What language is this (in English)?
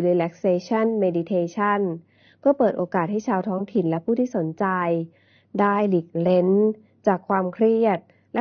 Thai